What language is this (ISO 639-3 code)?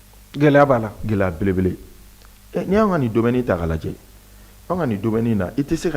bam